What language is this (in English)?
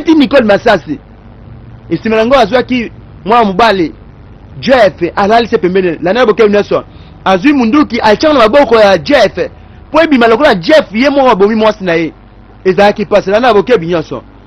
Lingala